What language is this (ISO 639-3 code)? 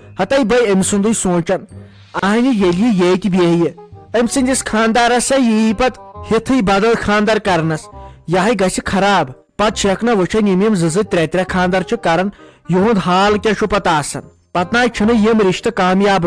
kas